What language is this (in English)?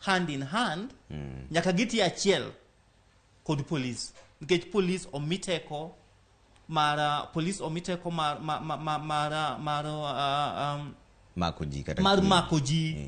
Luo (Kenya and Tanzania)